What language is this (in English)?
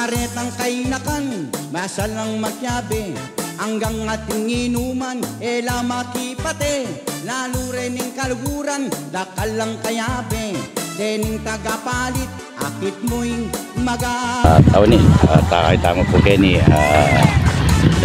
Pampanga